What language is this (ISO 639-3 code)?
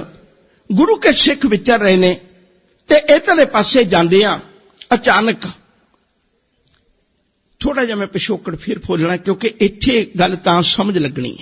pan